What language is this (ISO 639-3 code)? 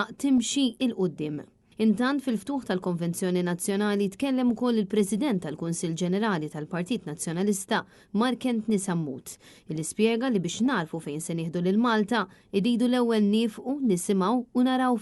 mlt